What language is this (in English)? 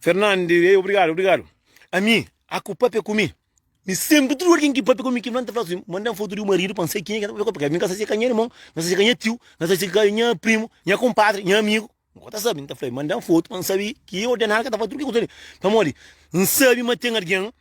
Kabuverdianu